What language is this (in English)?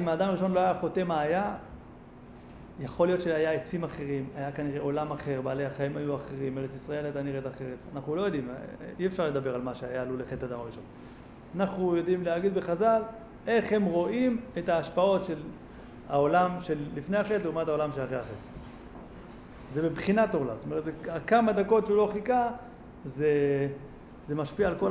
Hebrew